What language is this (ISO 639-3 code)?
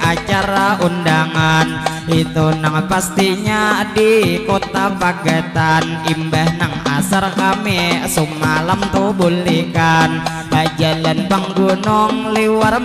bjn